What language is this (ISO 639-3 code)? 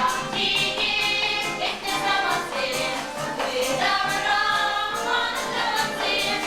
chv